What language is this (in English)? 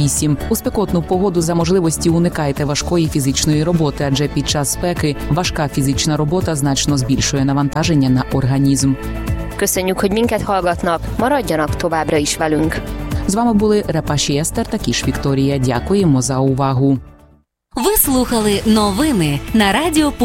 Ukrainian